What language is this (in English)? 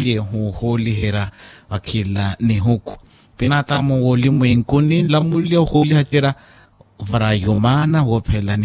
Makhuwa